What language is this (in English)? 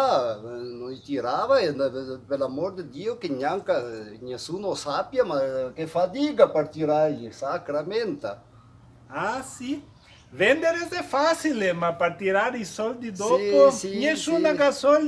Venetian